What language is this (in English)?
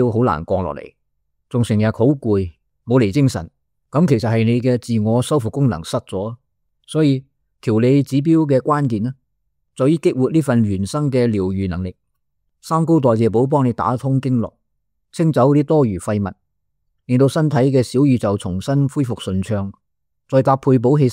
Cantonese